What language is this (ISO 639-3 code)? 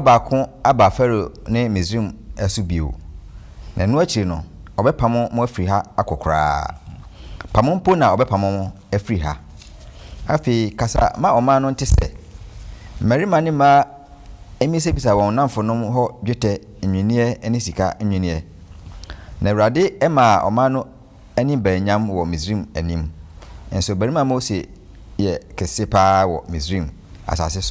aka